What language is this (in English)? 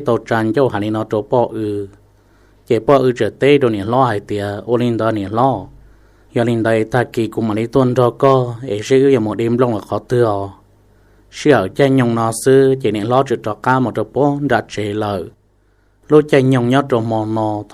Hmong